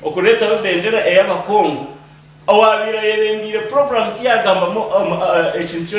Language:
Nyankole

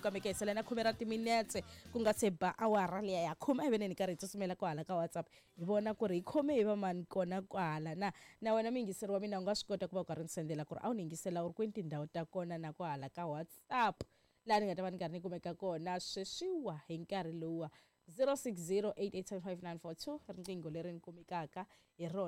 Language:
Tsonga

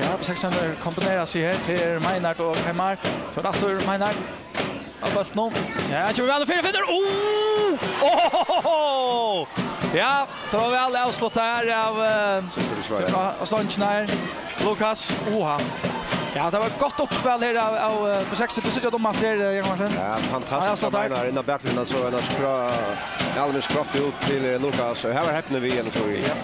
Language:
Faroese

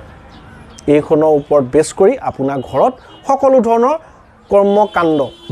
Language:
Assamese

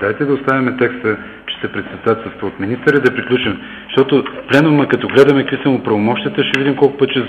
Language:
Bulgarian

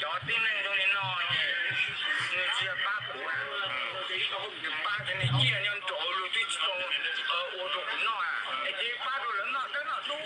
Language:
Hmong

